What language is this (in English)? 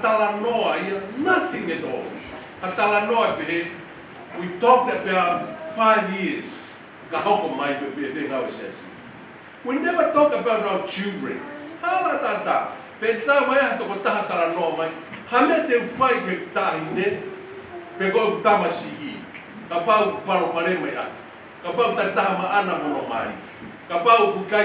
Tongan